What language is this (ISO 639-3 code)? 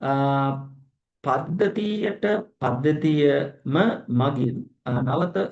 sin